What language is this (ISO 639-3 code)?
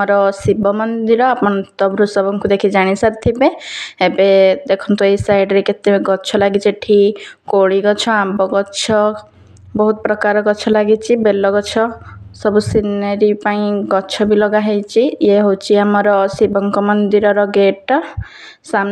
ori